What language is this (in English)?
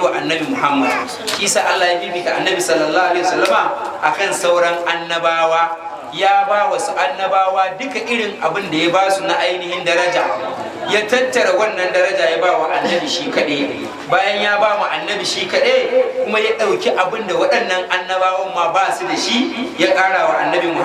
Hausa